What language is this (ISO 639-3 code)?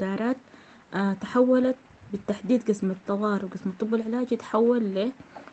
apd